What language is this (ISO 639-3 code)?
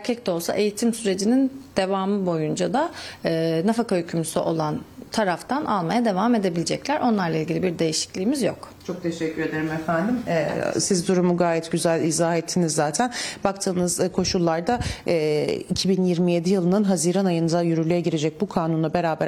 tur